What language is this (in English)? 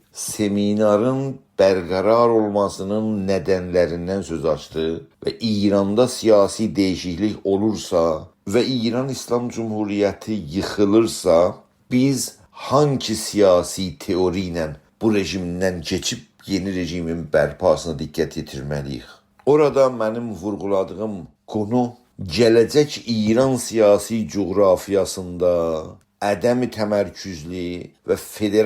South Azerbaijani